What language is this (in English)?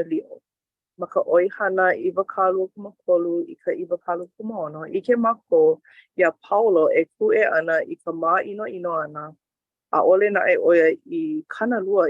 Hawaiian